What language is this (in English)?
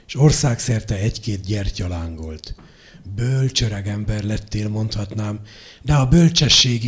Hungarian